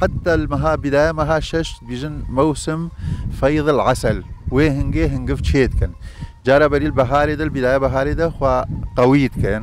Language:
Kurdish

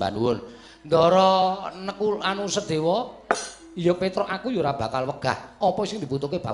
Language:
Javanese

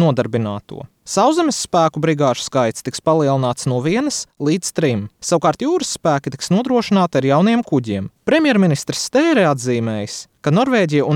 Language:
Latvian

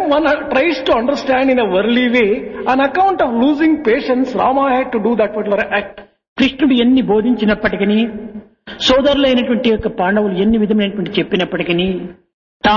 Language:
Telugu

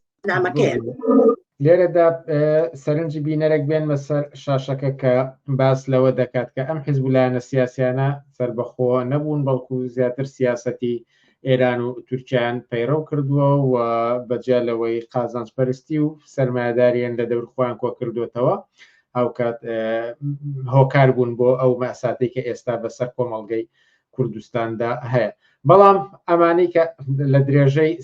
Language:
Central Kurdish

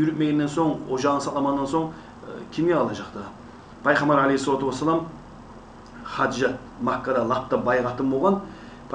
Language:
Kumyk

